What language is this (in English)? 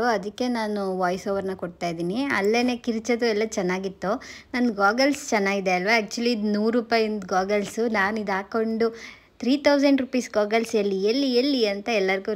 Kannada